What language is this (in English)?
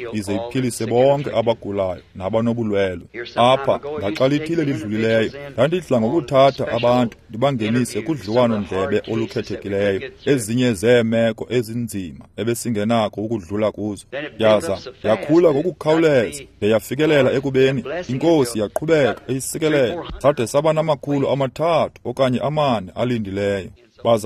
Xhosa